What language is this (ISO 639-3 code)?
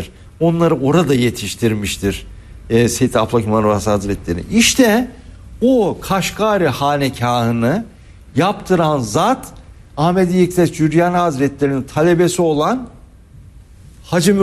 tur